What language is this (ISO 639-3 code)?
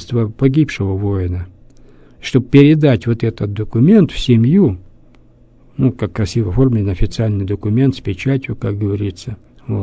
rus